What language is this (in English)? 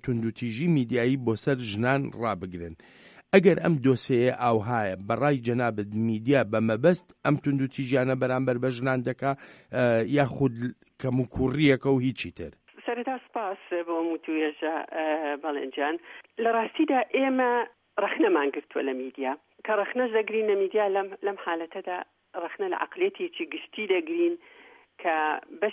Central Kurdish